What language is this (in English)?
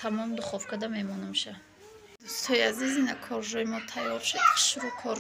Tajik